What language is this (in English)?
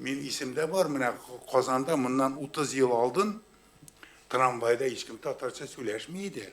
Tatar